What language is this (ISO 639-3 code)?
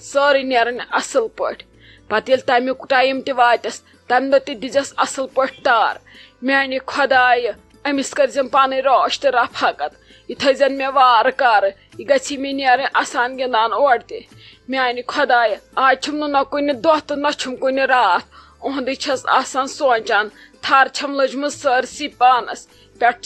kas